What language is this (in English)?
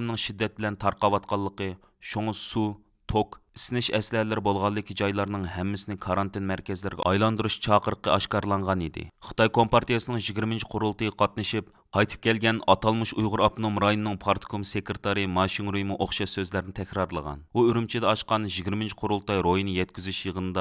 Uyghur